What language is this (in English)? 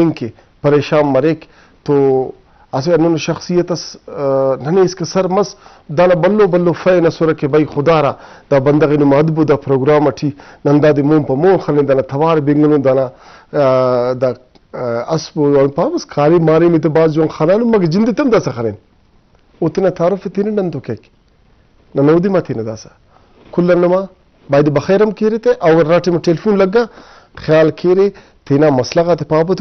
Brahui